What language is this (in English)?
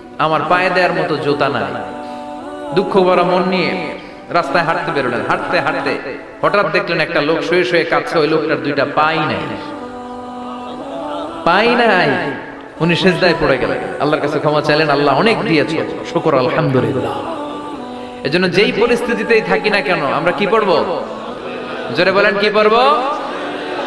Bangla